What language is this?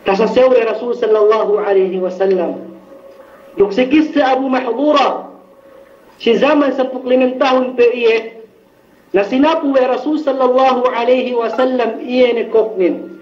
Yakan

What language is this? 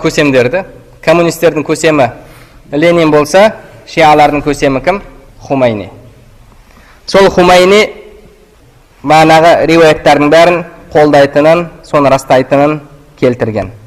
Kazakh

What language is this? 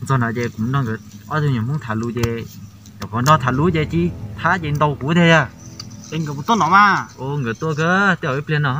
Hmong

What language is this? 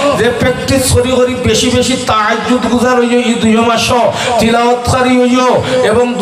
Sylheti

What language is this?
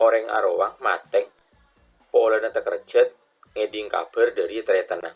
Madurese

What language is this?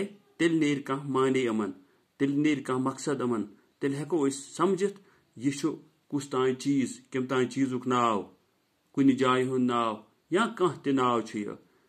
Kashmiri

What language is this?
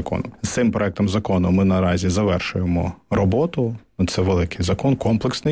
Ukrainian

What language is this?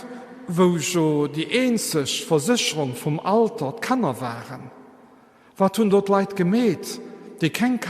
Luxembourgish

